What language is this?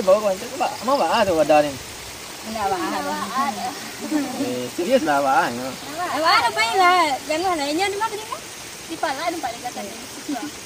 Minangkabau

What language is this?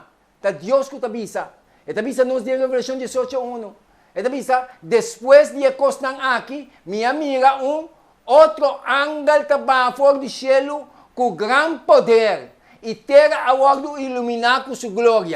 Papiamento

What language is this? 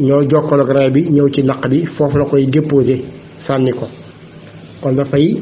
Wolof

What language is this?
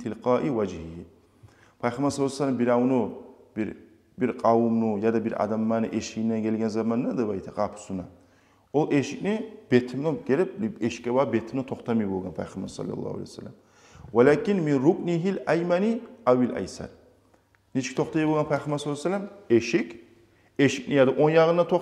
Kumyk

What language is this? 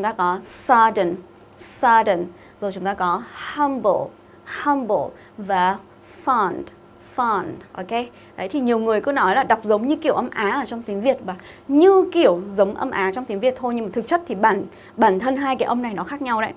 Vietnamese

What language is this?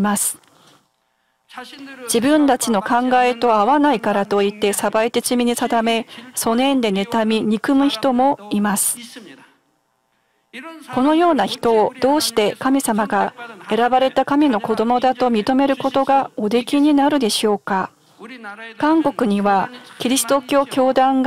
Japanese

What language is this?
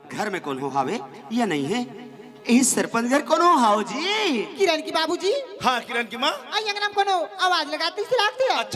Chhattisgarhi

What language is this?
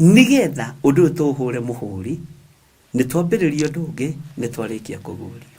Kikuyu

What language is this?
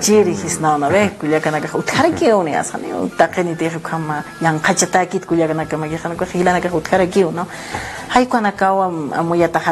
Aymara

